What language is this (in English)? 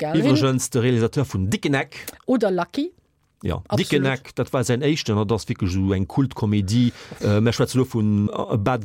Luxembourgish